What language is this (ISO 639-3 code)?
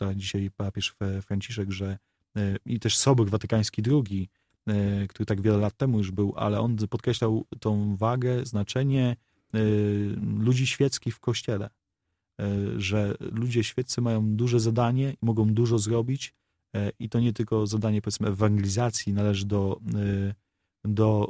pol